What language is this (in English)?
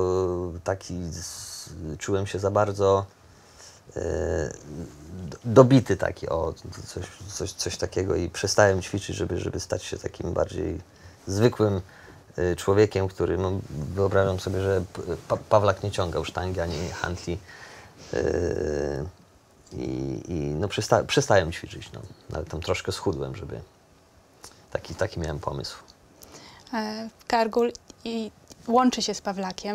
Polish